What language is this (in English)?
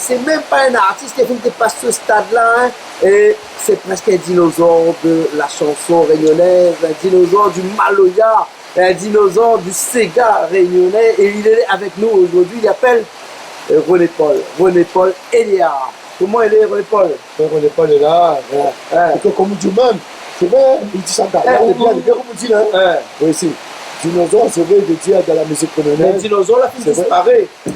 Réunion Creole French